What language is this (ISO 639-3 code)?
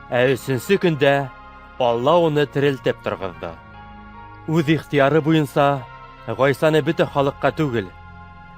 bak